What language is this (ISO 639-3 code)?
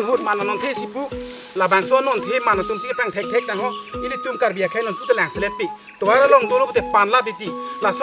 mjw